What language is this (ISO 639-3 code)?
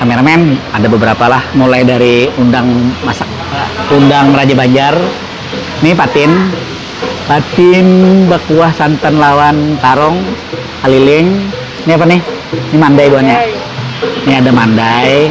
bjn